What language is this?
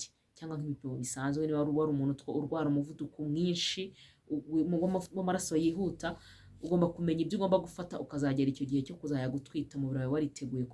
Kinyarwanda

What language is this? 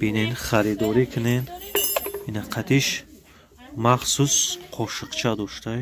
Tajik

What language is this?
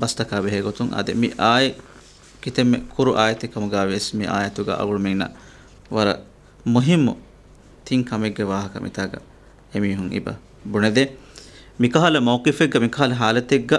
Divehi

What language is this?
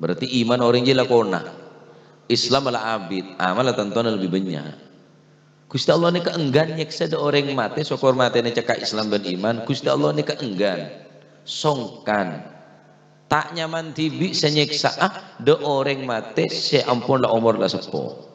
Madurese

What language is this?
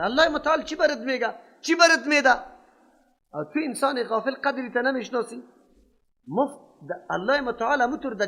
Persian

